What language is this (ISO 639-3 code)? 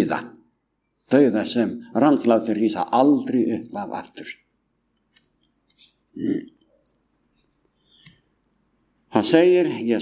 isl